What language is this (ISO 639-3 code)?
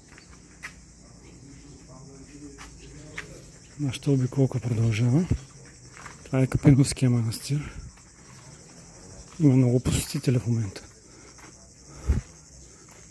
bul